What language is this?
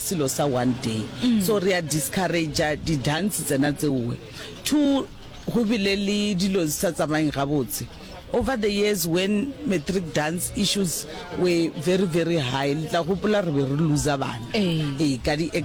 Northern Sotho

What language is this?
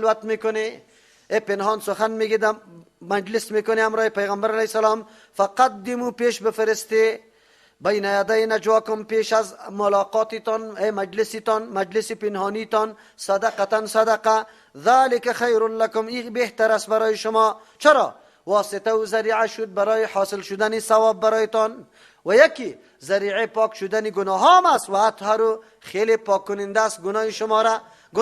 Persian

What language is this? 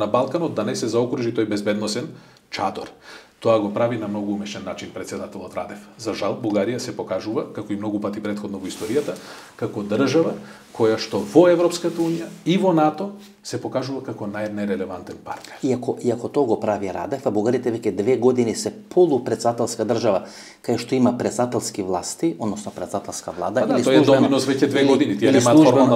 Macedonian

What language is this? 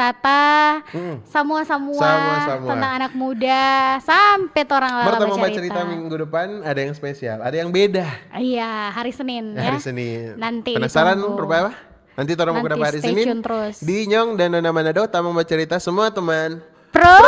Manado Malay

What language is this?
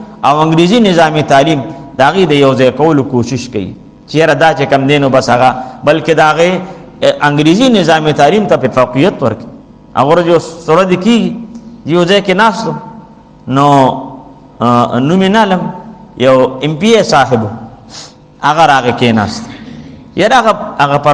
Pashto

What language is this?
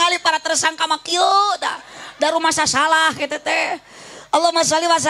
Sundanese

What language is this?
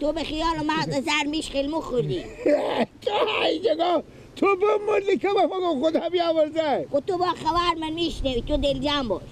Persian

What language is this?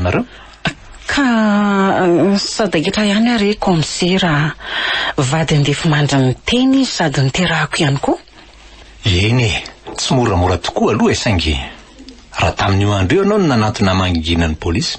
Malagasy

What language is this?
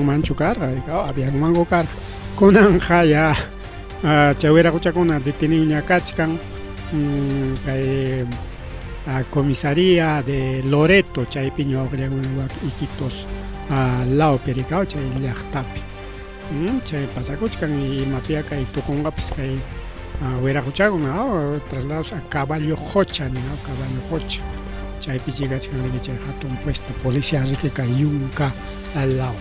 Ayacucho Quechua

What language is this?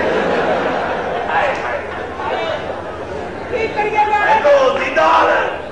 Punjabi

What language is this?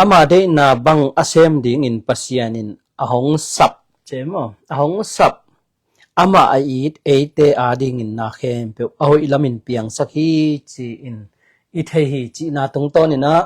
Tedim Chin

